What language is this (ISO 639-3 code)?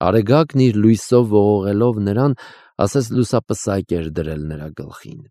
hye